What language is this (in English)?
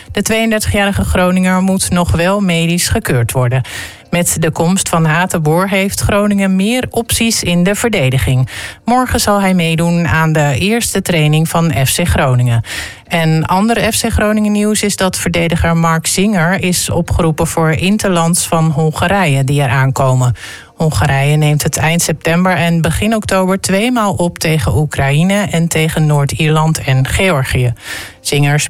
Dutch